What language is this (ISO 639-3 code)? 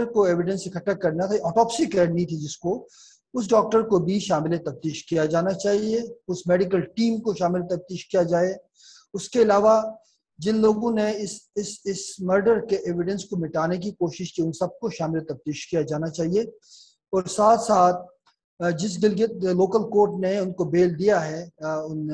urd